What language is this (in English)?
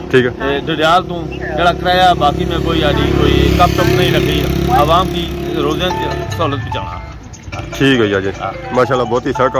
Pahari-Potwari